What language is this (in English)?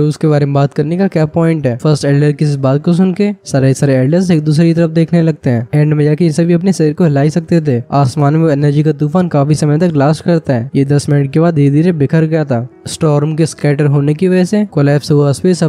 Hindi